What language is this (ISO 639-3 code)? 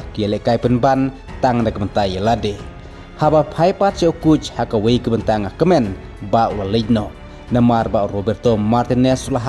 kha